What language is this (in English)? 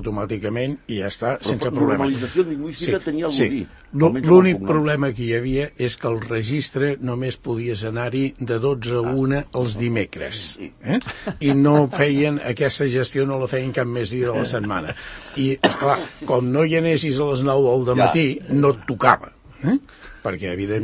Catalan